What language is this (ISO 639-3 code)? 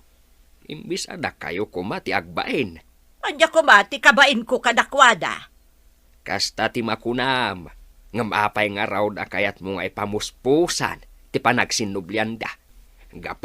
ilo